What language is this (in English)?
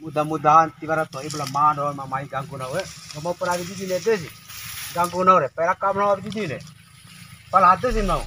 Bima